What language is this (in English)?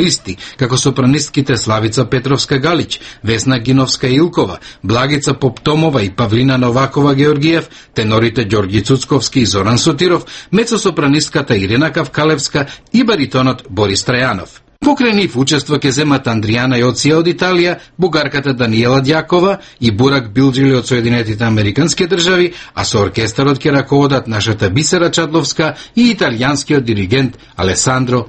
Macedonian